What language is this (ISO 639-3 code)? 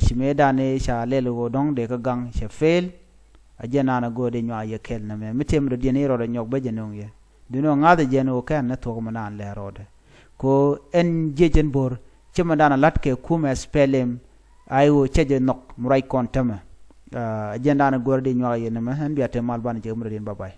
nus